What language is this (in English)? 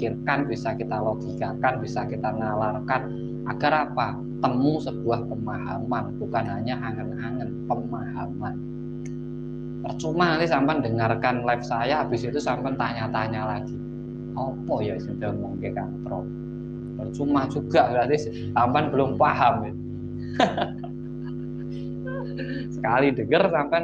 Indonesian